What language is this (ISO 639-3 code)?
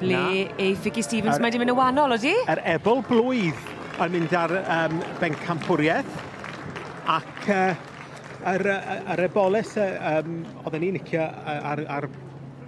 cym